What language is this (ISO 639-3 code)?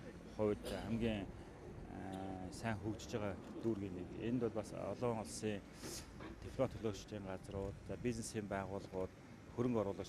mon